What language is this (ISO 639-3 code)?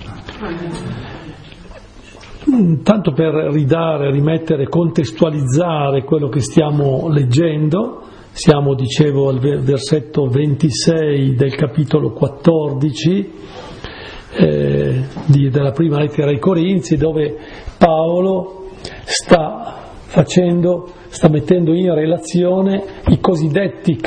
ita